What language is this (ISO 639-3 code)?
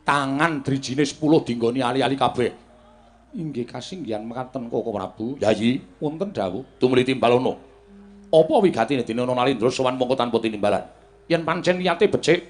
jav